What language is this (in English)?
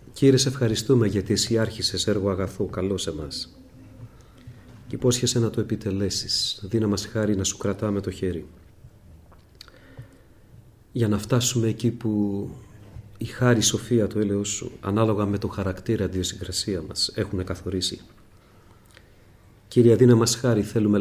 Greek